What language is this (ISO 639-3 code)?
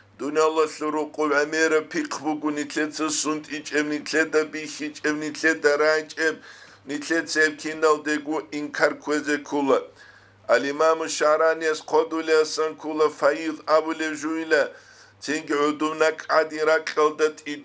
ava